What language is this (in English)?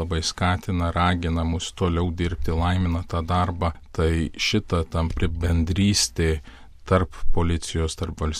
Lithuanian